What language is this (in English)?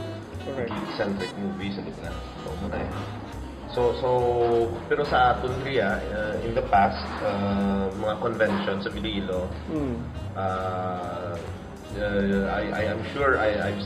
Hiligaynon